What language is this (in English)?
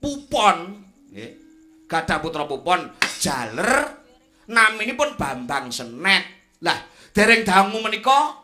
Javanese